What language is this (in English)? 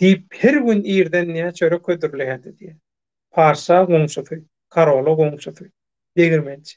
Turkmen